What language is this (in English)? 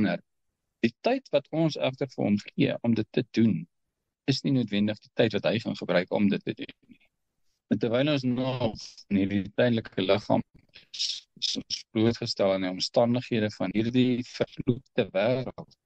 Afrikaans